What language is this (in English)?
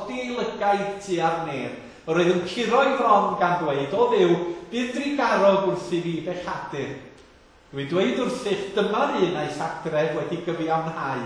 Welsh